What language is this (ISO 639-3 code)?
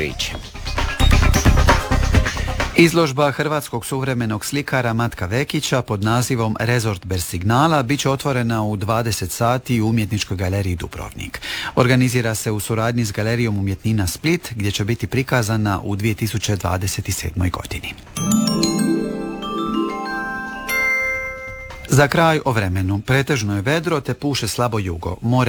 hrv